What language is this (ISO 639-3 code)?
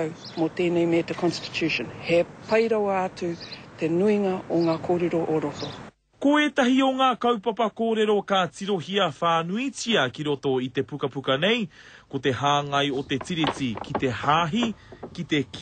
mri